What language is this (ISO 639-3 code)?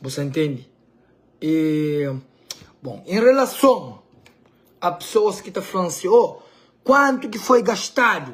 kea